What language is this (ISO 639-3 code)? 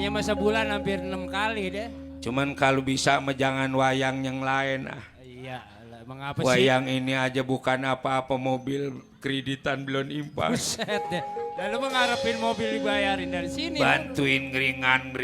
bew